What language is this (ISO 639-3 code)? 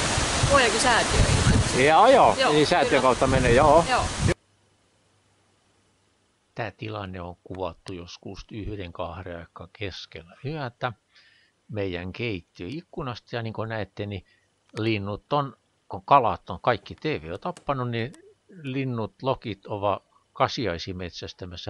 fin